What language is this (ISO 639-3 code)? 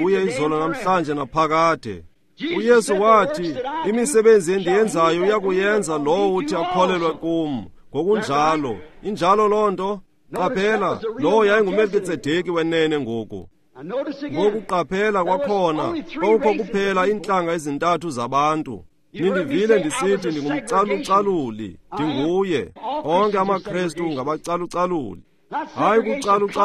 xho